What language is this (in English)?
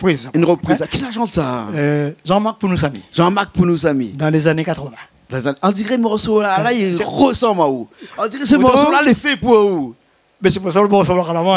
Réunion Creole French